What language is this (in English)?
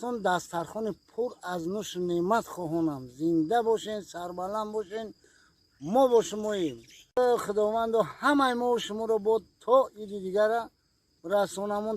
Tajik